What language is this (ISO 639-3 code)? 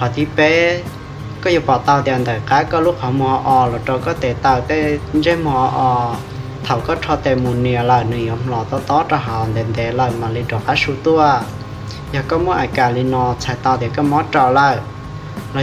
hmn